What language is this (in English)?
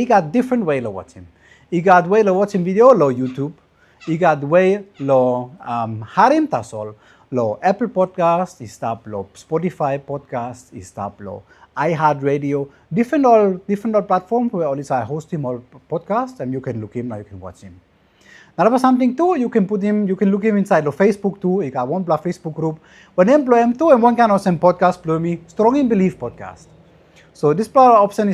Tok Pisin